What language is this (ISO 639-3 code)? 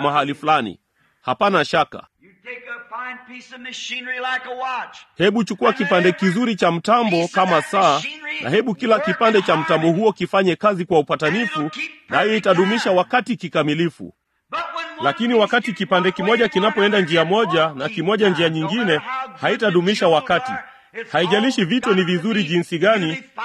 swa